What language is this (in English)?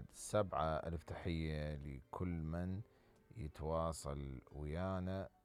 Mesopotamian Arabic